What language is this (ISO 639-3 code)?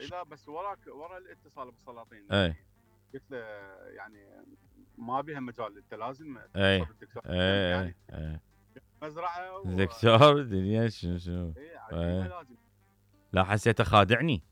acm